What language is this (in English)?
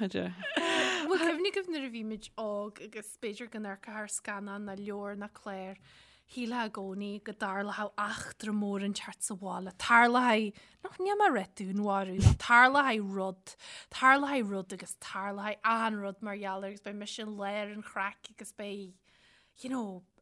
Irish